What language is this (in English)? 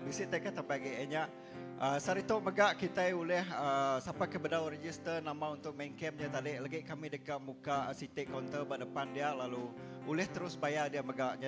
Iban